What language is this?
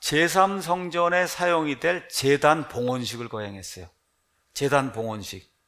Korean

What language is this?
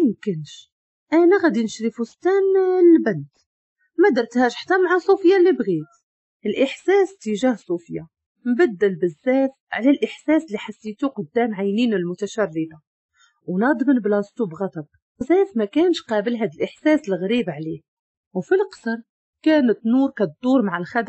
Moroccan Arabic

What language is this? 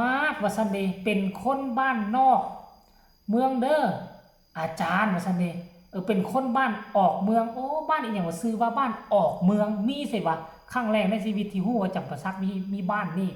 Lao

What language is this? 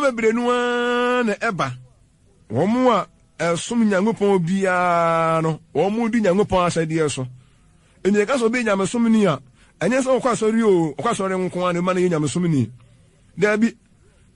Akan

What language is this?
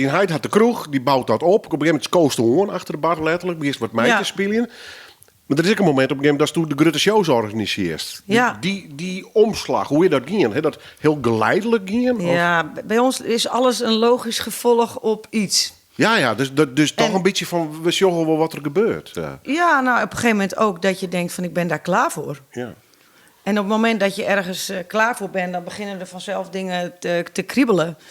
Western Frisian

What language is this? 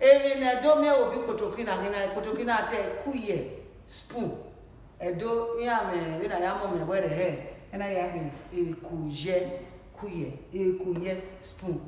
Bini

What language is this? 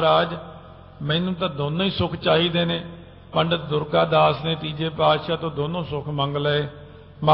Punjabi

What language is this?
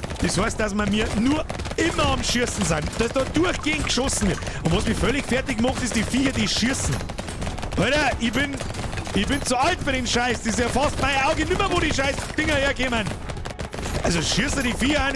Bavarian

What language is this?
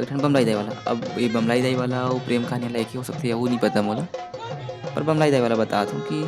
Chhattisgarhi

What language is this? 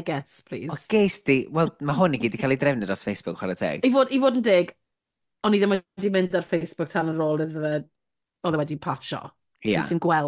Welsh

